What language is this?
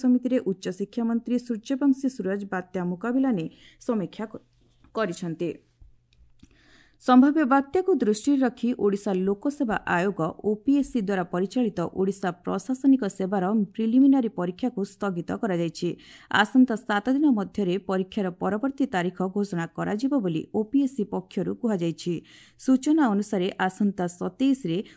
Odia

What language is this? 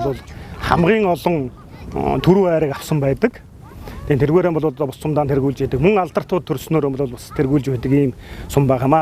Mongolian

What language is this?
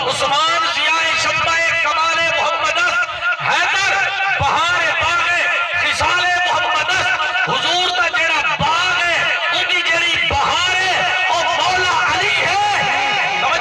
Saraiki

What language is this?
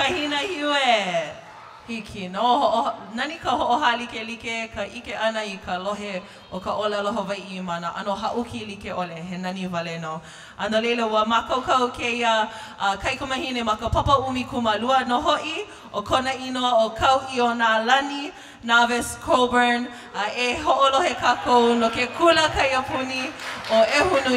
Hawaiian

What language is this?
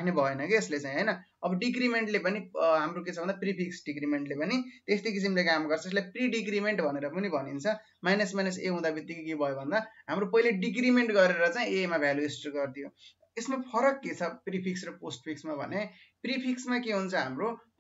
Nepali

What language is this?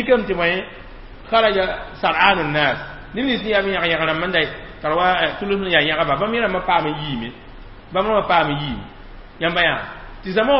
Mossi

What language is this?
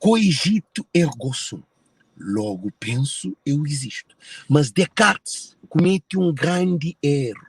Kabuverdianu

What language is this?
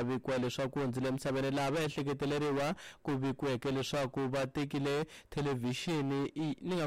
Tsonga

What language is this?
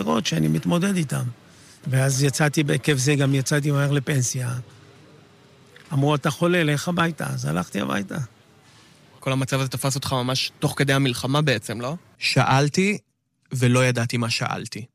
Hebrew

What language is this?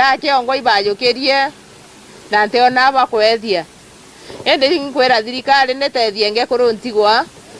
Meru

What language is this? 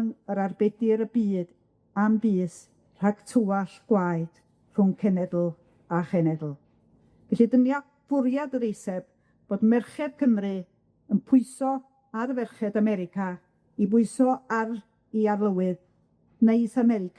Welsh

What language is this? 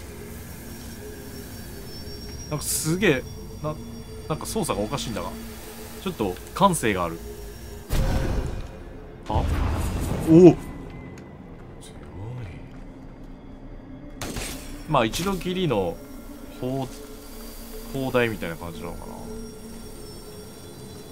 Japanese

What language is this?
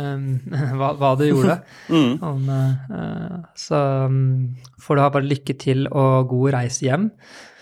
Norwegian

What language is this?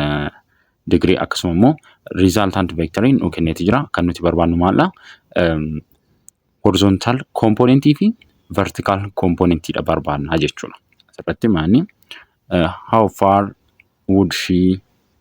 Oromo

